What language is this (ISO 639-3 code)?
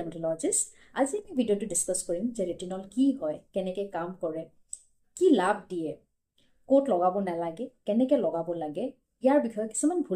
asm